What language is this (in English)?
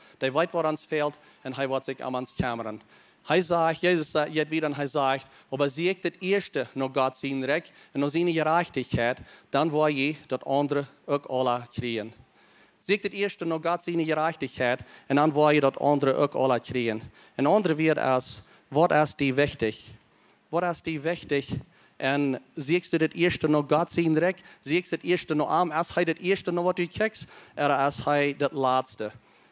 Plautdietsch